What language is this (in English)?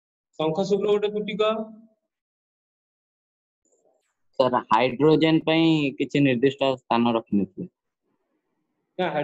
Odia